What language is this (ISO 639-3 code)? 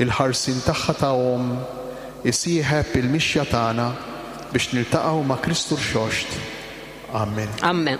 mlt